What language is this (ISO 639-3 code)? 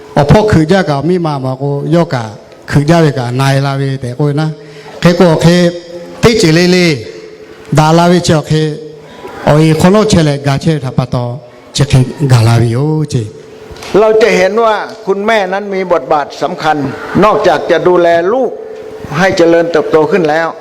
lhu